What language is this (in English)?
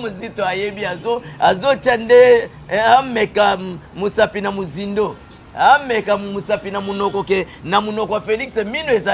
Lingala